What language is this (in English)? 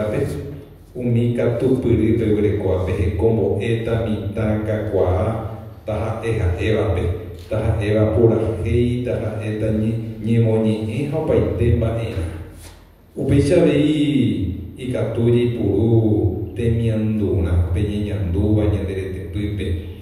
Guarani